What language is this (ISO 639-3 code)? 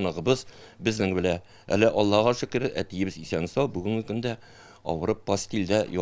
tat